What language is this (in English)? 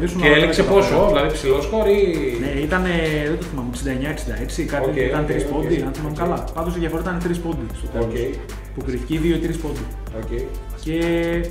Greek